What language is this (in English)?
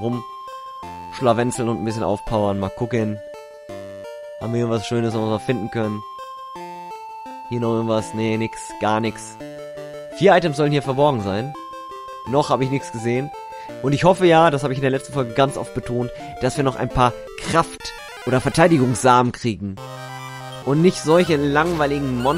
German